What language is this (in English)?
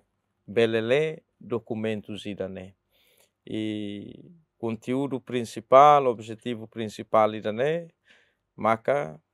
Tetum